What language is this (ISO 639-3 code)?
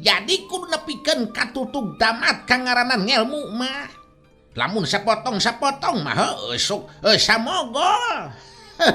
sun